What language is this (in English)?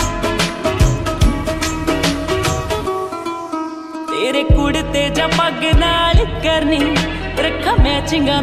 Punjabi